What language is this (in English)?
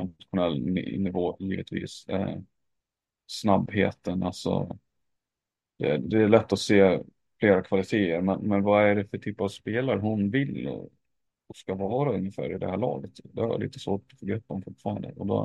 Swedish